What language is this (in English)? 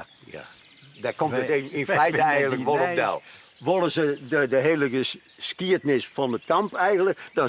Western Frisian